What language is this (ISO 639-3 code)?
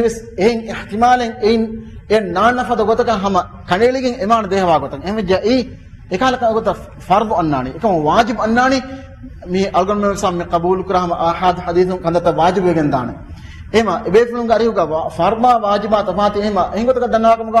div